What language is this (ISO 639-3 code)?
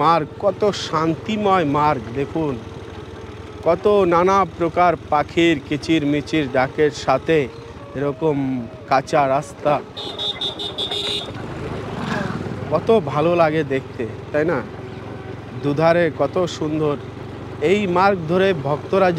ben